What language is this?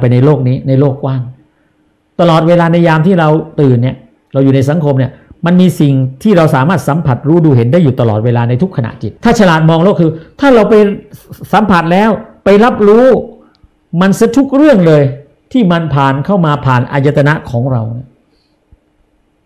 Thai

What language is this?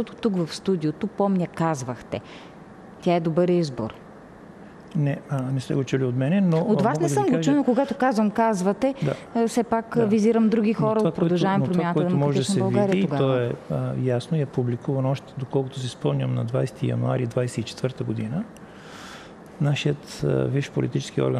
Bulgarian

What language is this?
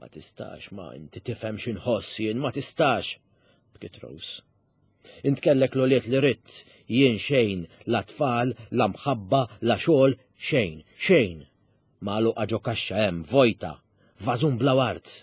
Maltese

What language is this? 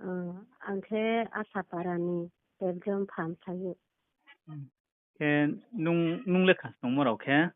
Riang (India)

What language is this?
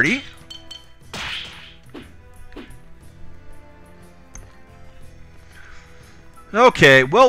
English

